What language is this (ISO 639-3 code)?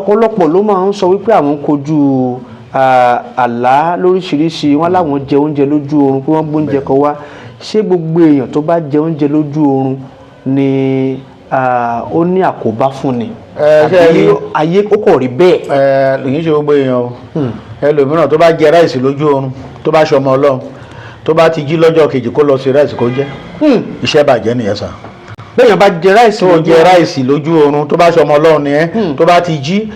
yor